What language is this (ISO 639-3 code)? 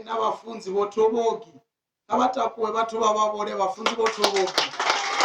ven